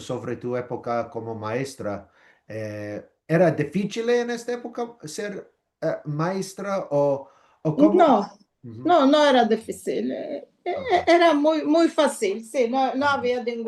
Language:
Ladino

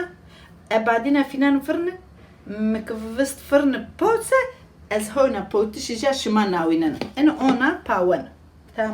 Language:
Zaza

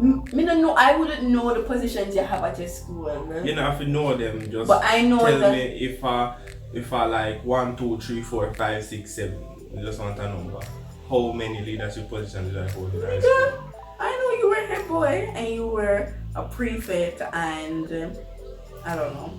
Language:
Jamaican Creole English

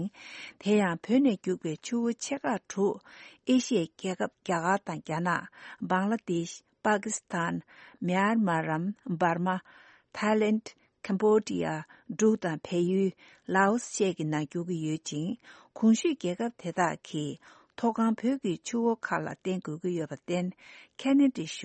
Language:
Tibetan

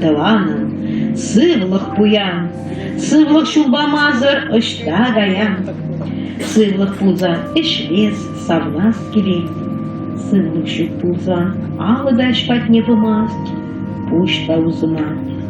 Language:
Chuvash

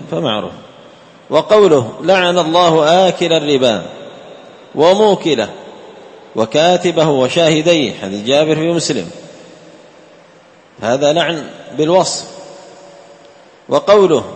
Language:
Arabic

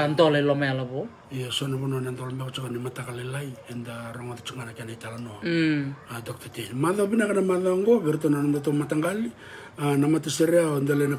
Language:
Fijian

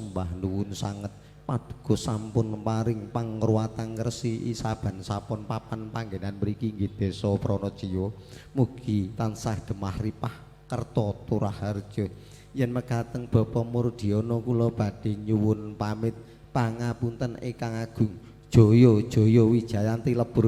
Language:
Javanese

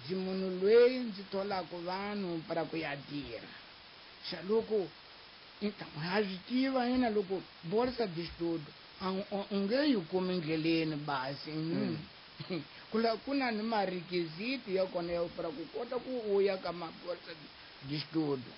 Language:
Tsonga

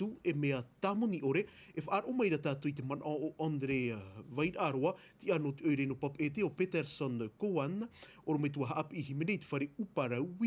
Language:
Tahitian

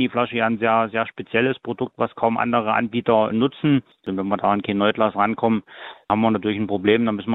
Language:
German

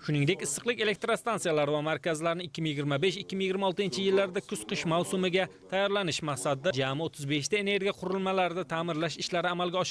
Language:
Uzbek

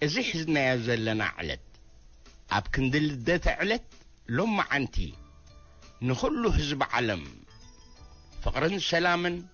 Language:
Tigrinya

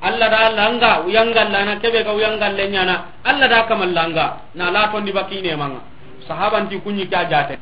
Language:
Soninke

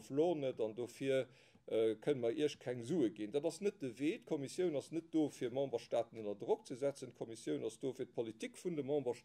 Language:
Luxembourgish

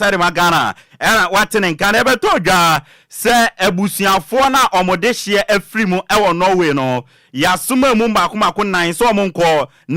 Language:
Akan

